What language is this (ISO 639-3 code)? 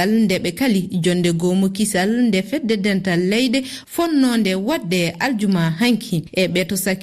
ful